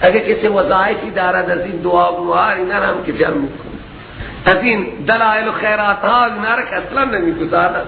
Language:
Persian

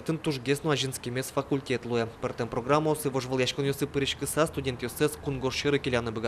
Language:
Udmurt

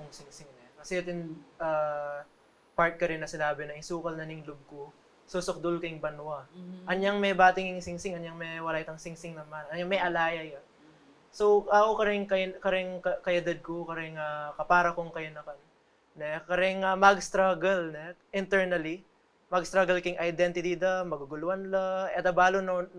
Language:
Pampanga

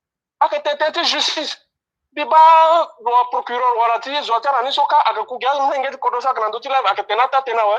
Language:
Sango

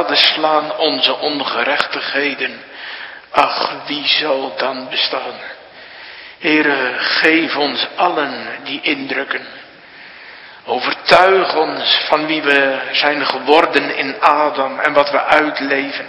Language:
Dutch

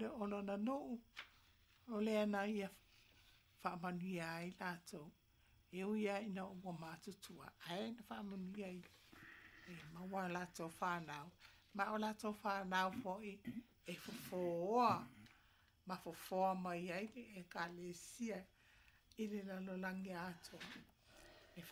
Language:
Samoan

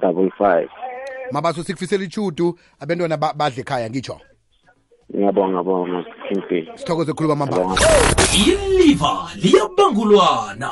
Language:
South Ndebele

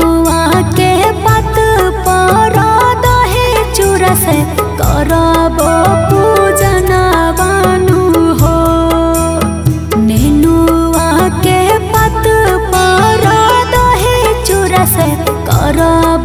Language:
Bhojpuri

